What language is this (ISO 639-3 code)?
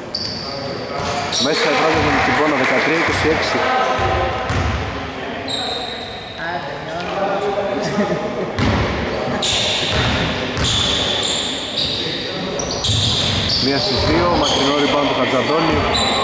ell